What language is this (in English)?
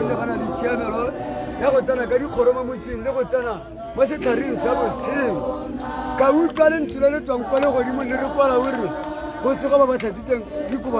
Tswana